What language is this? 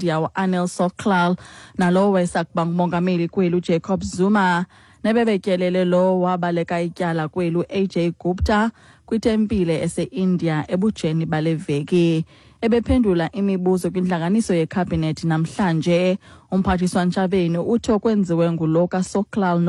Xhosa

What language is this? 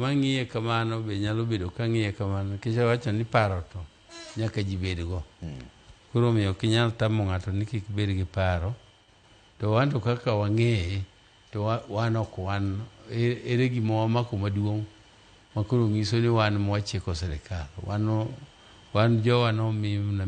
Luo (Kenya and Tanzania)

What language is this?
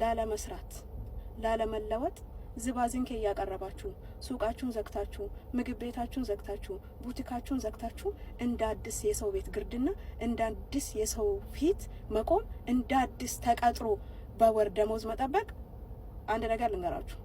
Amharic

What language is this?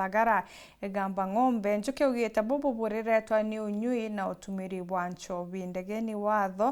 Meru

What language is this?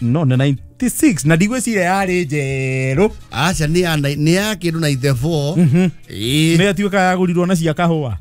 Kikuyu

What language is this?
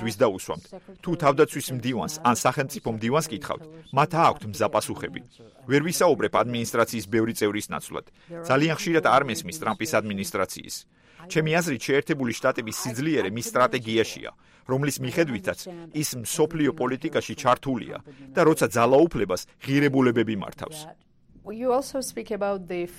Georgian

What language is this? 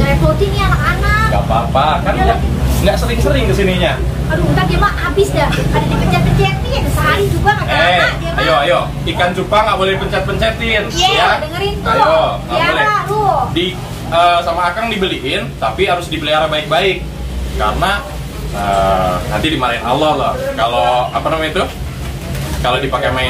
Betawi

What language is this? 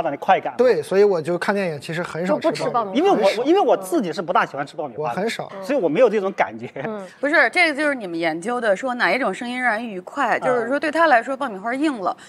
Chinese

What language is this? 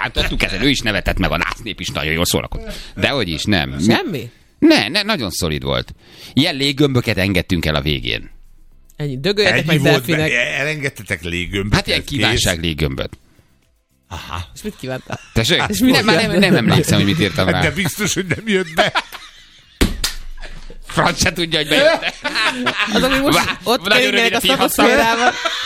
Hungarian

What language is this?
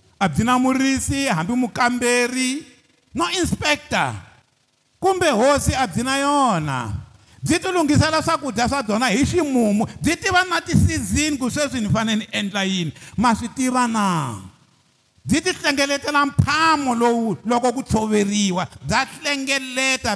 Tsonga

